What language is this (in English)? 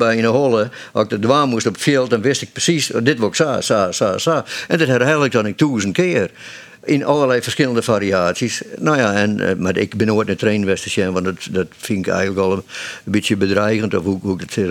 Western Frisian